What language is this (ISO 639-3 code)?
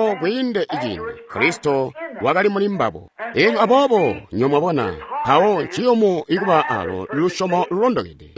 toi